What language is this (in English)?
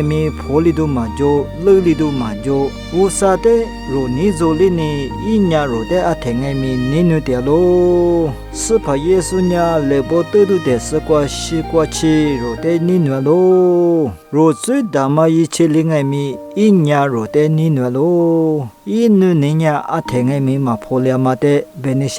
Lisu